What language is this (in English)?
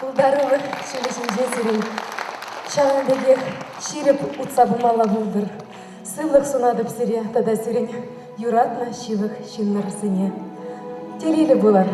Chuvash